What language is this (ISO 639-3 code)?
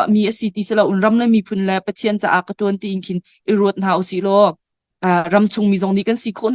cnh